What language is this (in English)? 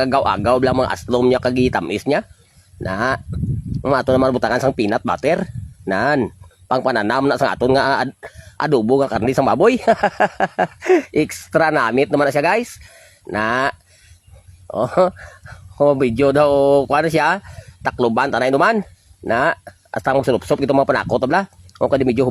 Cebuano